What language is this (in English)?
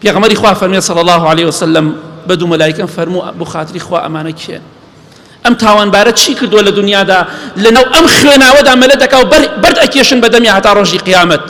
Central Kurdish